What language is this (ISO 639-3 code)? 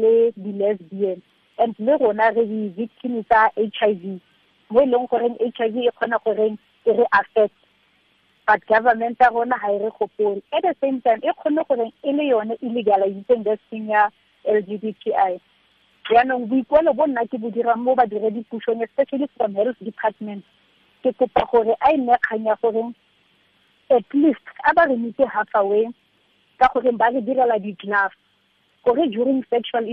tsn